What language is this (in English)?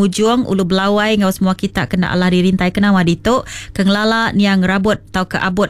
Iban